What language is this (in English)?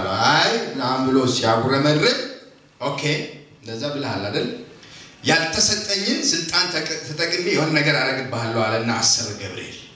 Amharic